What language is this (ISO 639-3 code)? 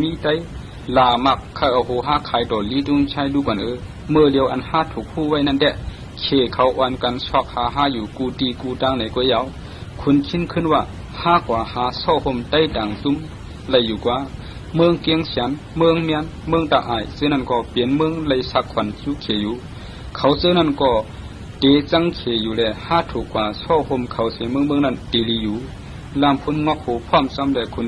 shn